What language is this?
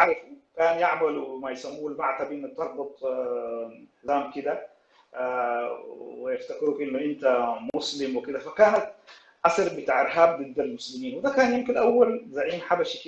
Sudanese Arabic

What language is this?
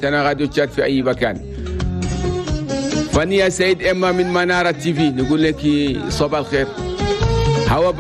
Arabic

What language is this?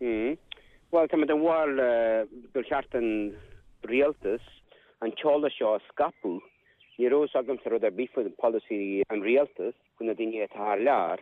Irish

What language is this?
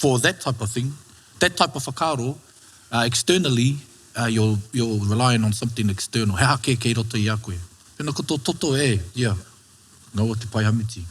Māori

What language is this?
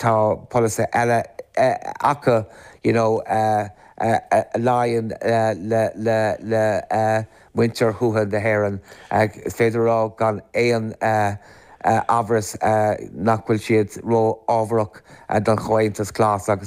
Irish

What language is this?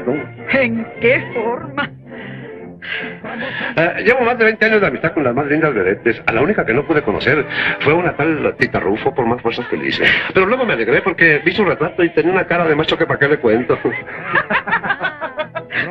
Spanish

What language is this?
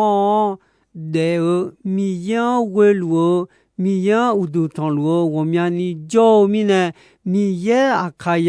Akha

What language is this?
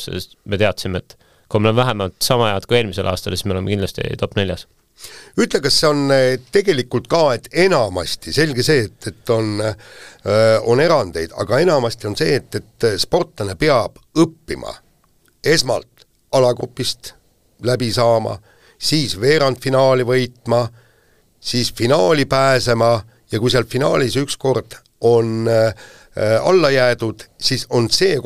Estonian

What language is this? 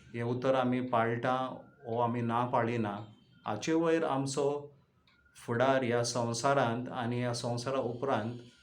Konkani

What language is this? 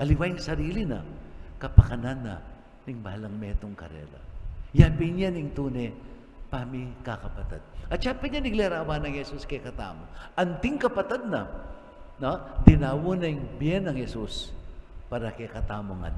Pampanga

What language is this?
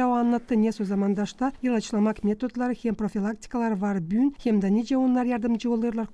Gagauz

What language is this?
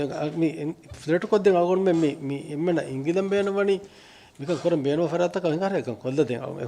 Divehi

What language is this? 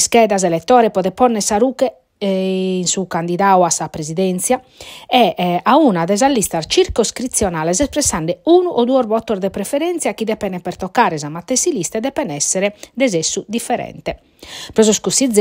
Sardinian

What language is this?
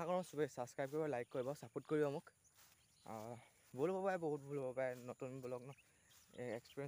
Assamese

